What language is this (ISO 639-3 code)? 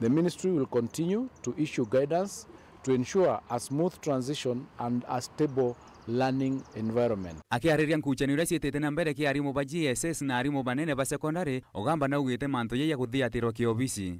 mer